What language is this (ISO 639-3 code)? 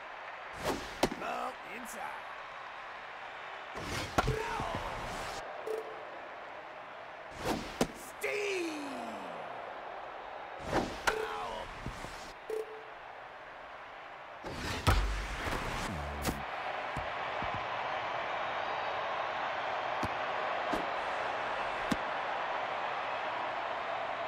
eng